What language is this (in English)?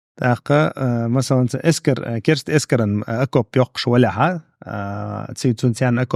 Chechen